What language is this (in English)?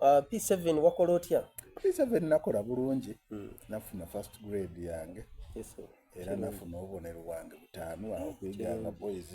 Soga